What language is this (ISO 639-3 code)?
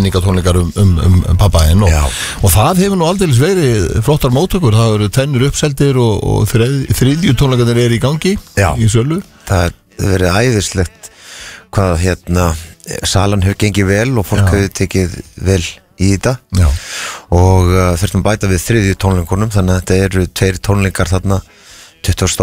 isl